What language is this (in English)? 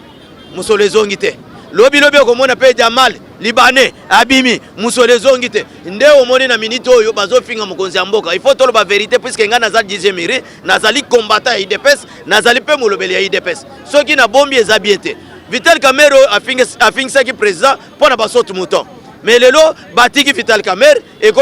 Lingala